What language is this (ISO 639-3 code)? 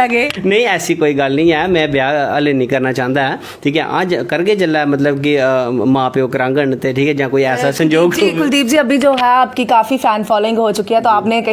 doi